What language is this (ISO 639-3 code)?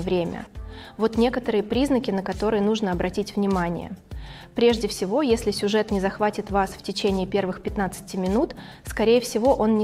rus